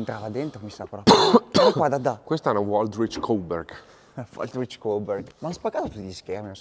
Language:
Italian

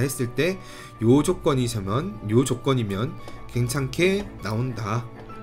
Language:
Korean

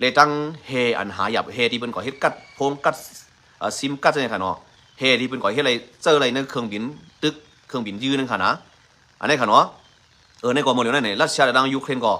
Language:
Shan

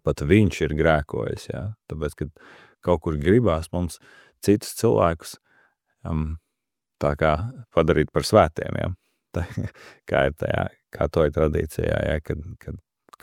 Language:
Latvian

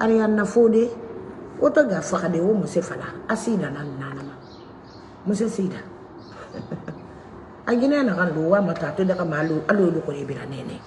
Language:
Mandingo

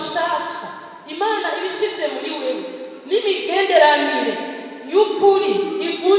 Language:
Rundi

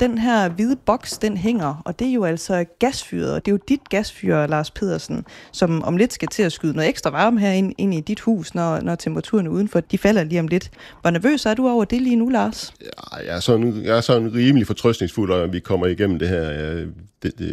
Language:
Danish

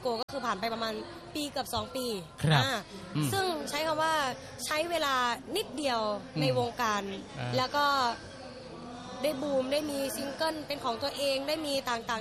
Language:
Thai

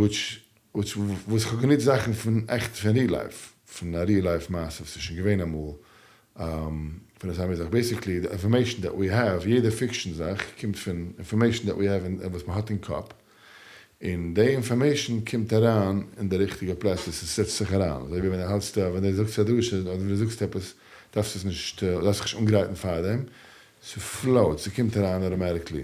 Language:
Yiddish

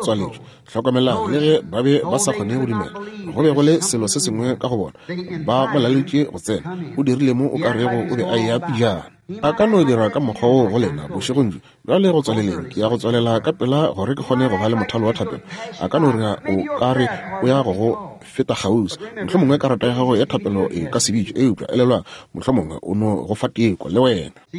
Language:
Northern Sotho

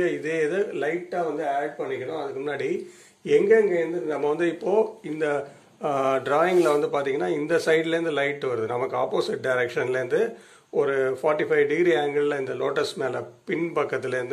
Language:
Tamil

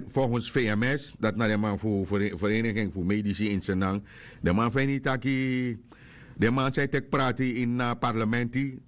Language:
Sranan Tongo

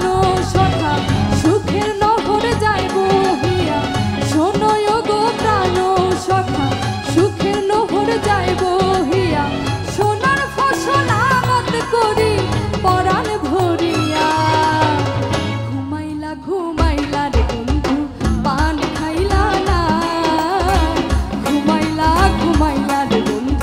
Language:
Bangla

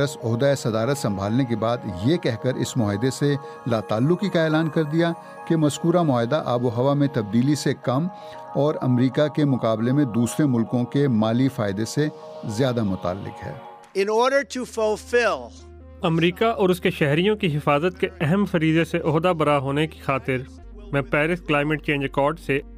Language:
Urdu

